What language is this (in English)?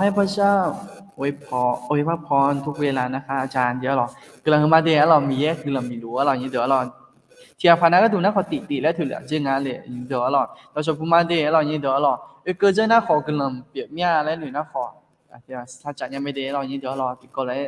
Akha